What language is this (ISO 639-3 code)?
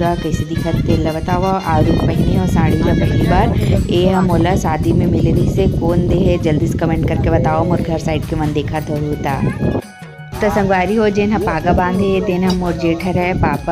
hne